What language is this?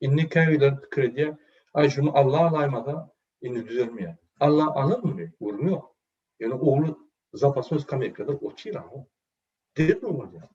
Turkmen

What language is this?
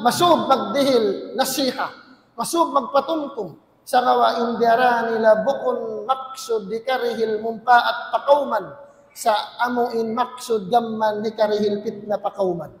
Tausug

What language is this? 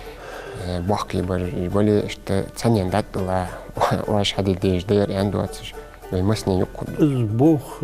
Ingush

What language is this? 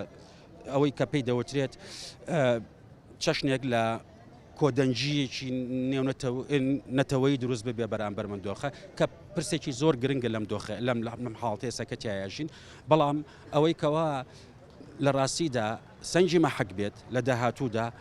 Central Kurdish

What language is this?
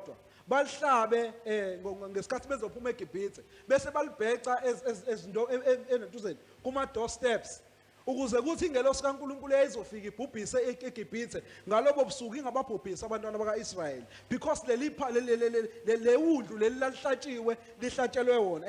Zulu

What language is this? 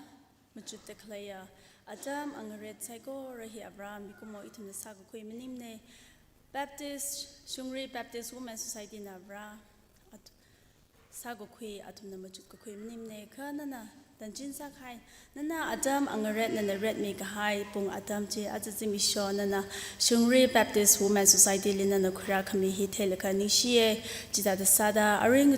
Tangkhul Naga (India)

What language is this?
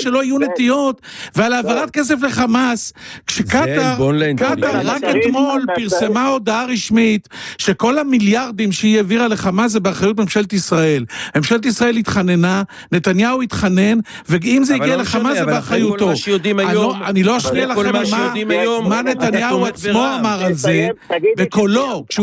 Hebrew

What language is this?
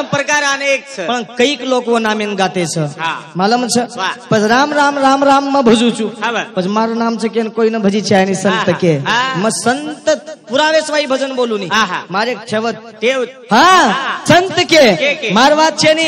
Lambadi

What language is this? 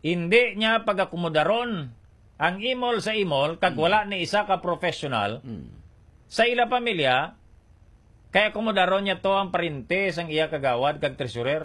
Hiligaynon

